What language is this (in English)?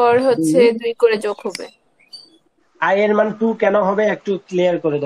Bangla